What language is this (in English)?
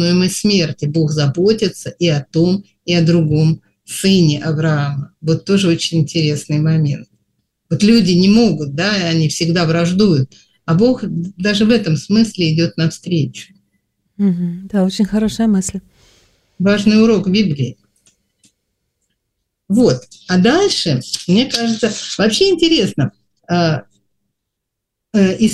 Russian